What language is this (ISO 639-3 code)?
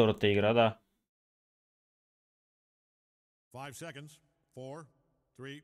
bul